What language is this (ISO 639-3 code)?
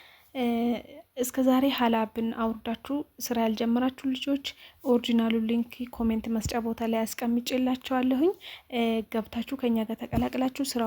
amh